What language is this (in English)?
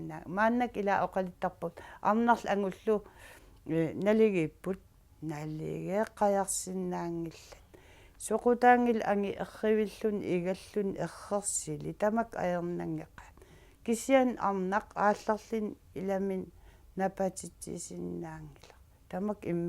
Kalaallisut